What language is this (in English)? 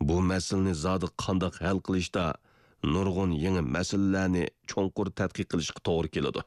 Uyghur